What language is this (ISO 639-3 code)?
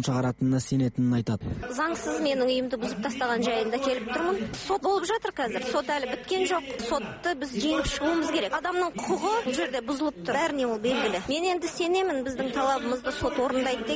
kaz